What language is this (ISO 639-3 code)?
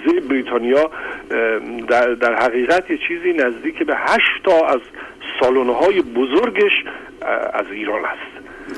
fas